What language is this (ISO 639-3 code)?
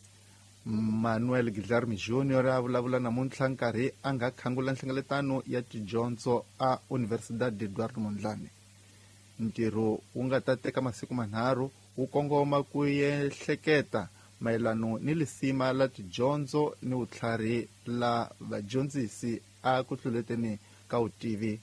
tso